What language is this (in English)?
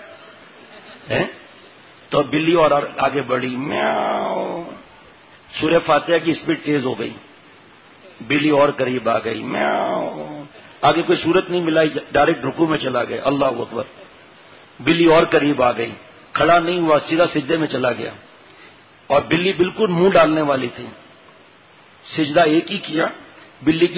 Urdu